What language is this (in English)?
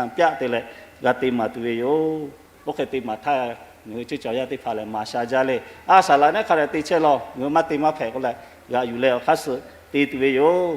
Lahu